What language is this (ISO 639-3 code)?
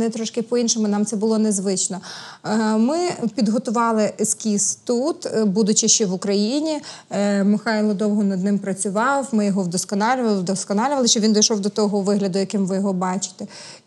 ukr